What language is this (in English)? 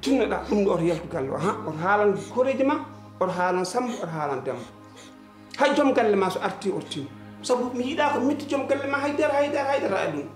Fula